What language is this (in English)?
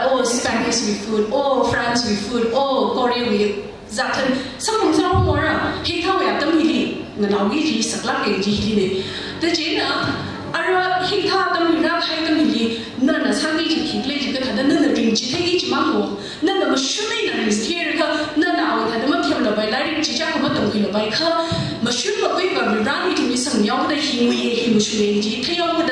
Tangkhul Naga (India)